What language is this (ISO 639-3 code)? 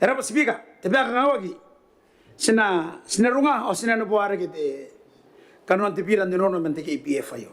gil